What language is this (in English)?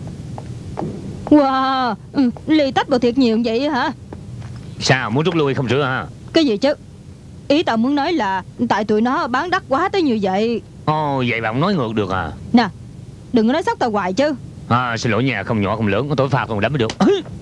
Vietnamese